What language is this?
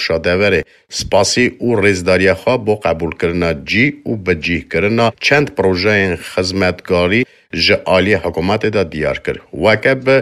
Kurdish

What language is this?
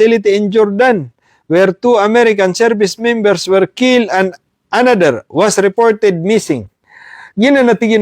Maranao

